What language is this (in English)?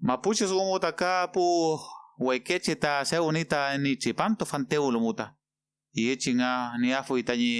Mapuche